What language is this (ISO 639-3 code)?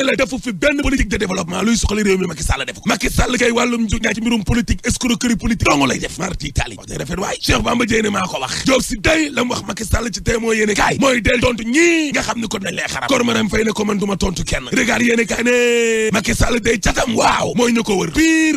wol